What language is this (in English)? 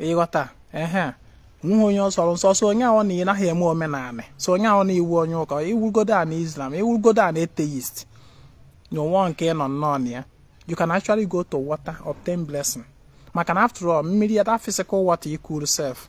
Igbo